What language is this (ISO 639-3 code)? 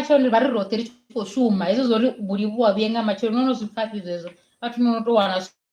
ven